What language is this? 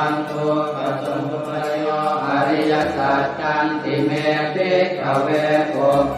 Pali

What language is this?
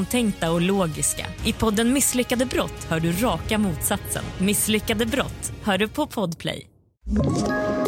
Swedish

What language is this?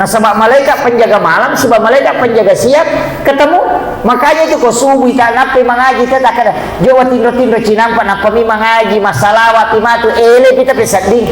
Buginese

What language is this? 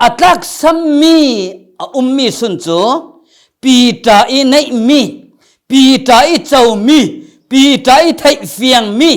Falam Chin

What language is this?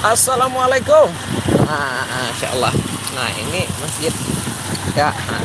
Banjar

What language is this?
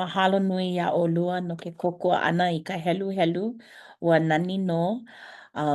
Hawaiian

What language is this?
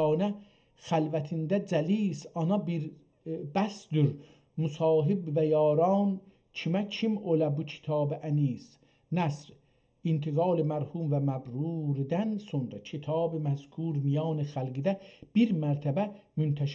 South Azerbaijani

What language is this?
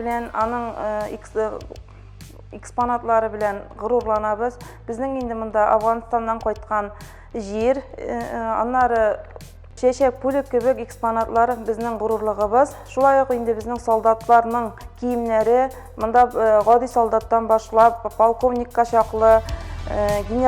Tatar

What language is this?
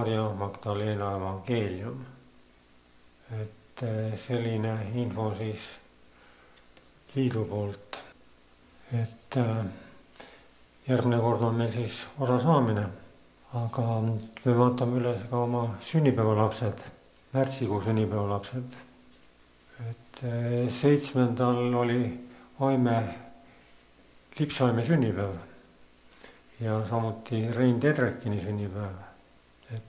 Estonian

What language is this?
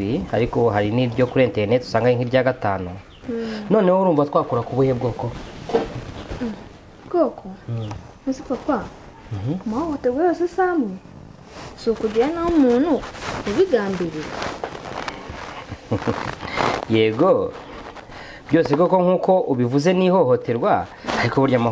Kinyarwanda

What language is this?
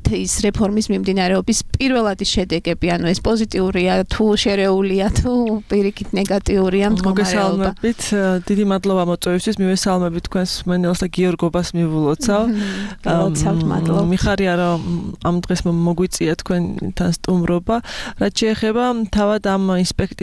Georgian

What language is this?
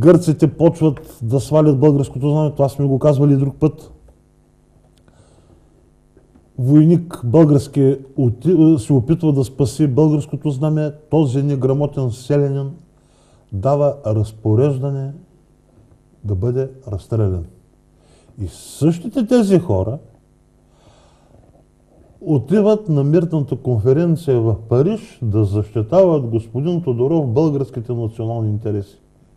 Bulgarian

